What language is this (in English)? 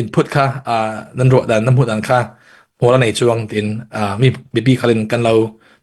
Falam Chin